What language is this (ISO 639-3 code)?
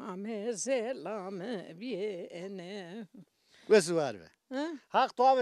zza